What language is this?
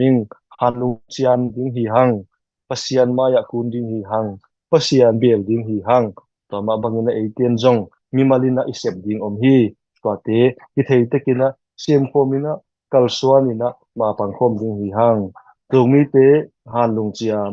Tedim Chin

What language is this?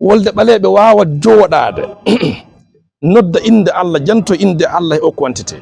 Fula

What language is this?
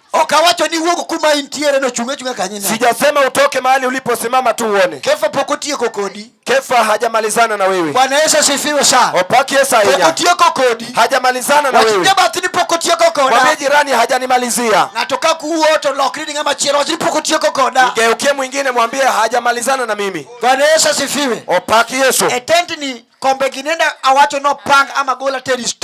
Luo (Kenya and Tanzania)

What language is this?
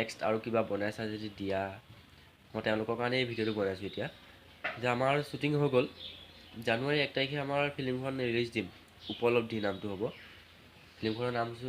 Assamese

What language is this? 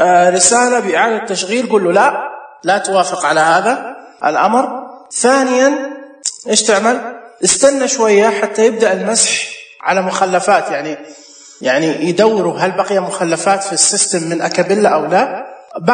Najdi Arabic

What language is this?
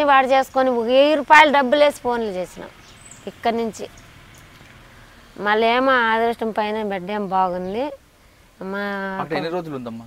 Telugu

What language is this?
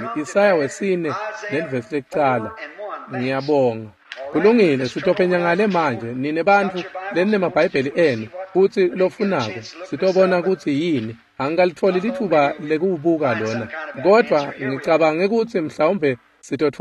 Swati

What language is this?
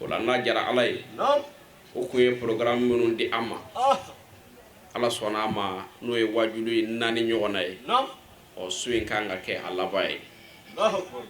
Bambara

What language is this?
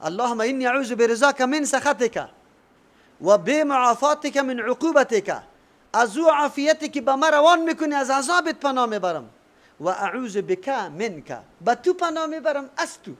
Persian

